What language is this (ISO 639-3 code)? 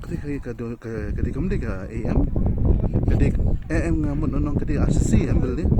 kha